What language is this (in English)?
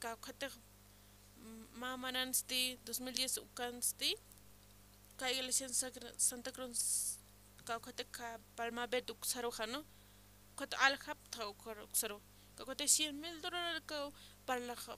Aymara